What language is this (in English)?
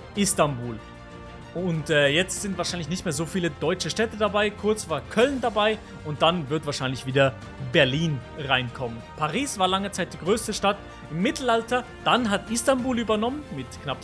Swiss German